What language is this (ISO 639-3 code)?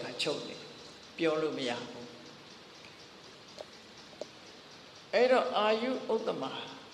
mya